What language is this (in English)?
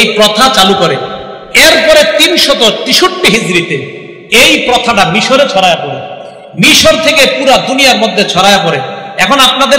Bangla